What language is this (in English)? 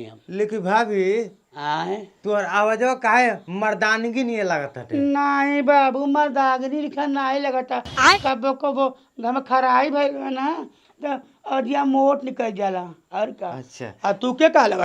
Bhojpuri